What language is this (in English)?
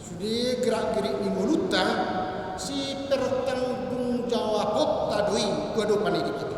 Batak Toba